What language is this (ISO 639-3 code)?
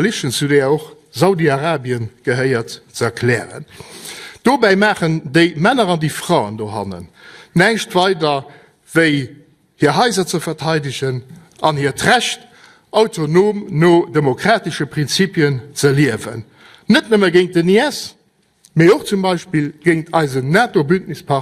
ltz